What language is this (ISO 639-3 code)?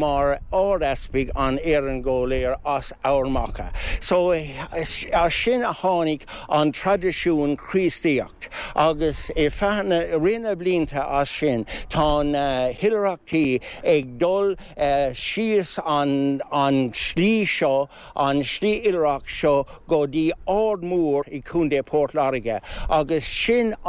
gle